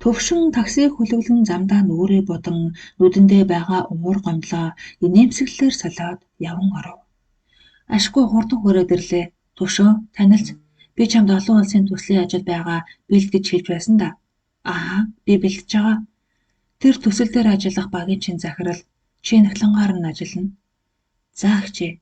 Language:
Mongolian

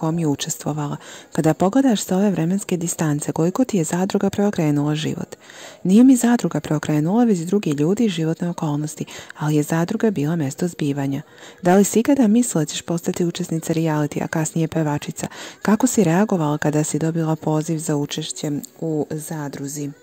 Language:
Bosnian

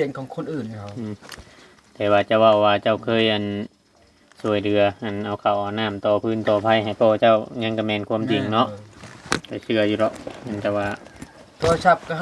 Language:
Northeastern Thai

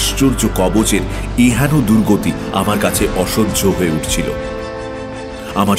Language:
Bangla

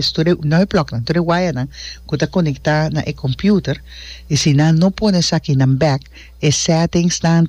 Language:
Papiamento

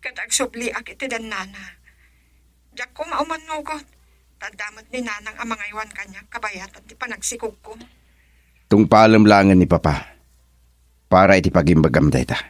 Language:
Iloko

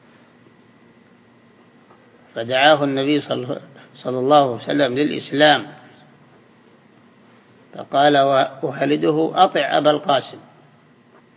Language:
Arabic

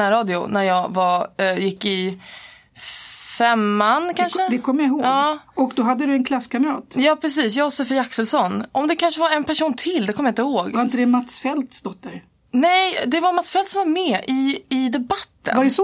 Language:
Swedish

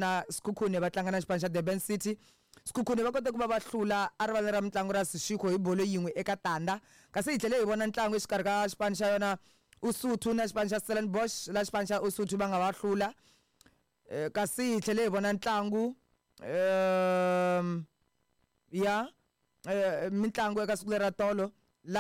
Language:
Tsonga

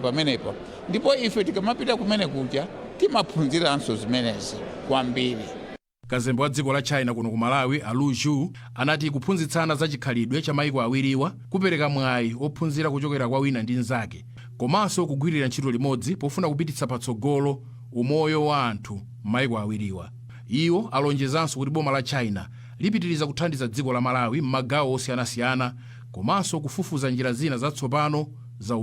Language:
Nyanja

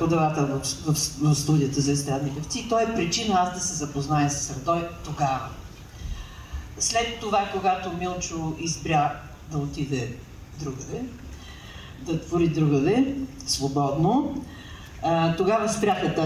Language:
Bulgarian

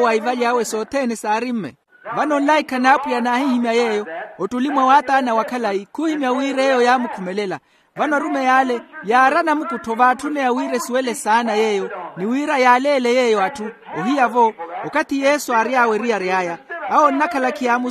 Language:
Makhuwa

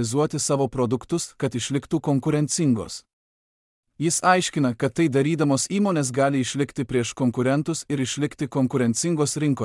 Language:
Lithuanian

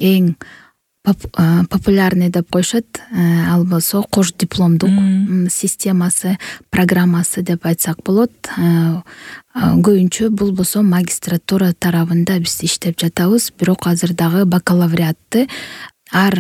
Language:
Kyrgyz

